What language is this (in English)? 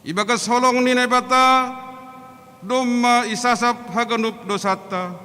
Batak Simalungun